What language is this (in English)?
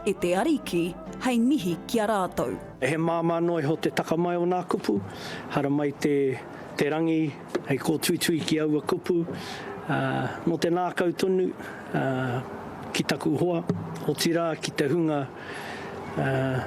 Māori